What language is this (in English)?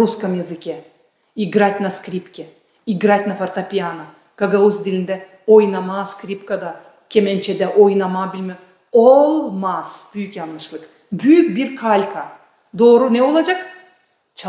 Gagauz